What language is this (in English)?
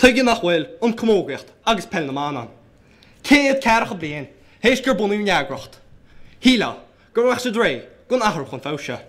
Irish